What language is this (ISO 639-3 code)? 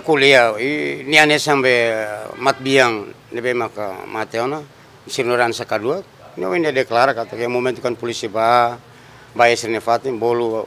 tet